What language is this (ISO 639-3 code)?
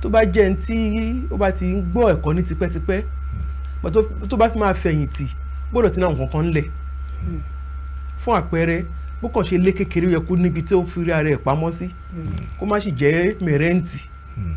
yor